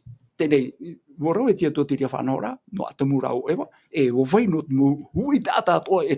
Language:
Tahitian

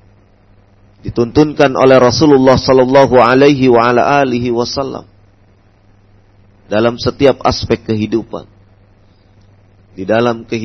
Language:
Indonesian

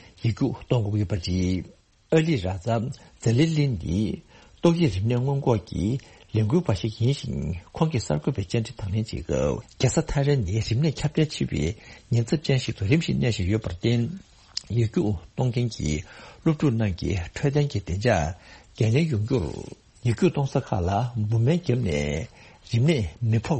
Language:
Tibetan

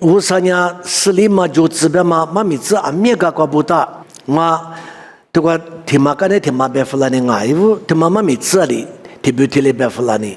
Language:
Lisu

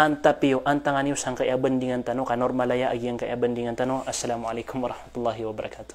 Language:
Maranao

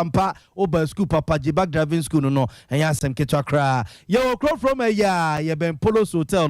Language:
Akan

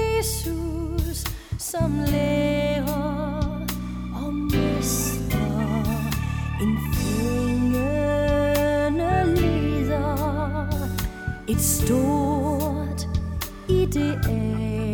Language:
Danish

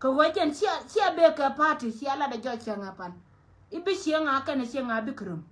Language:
Nuer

